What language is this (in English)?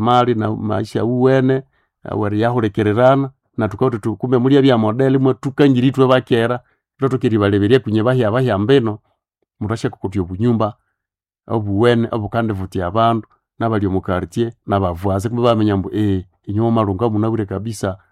Nande